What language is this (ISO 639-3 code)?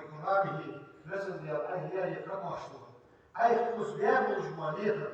inh